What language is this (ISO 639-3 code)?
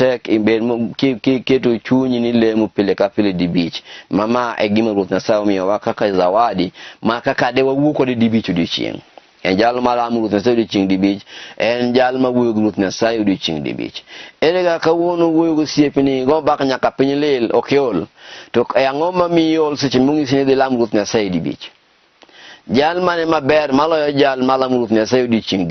luo